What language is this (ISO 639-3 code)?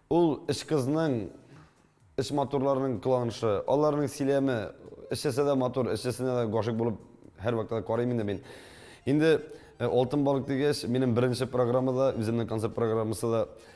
tat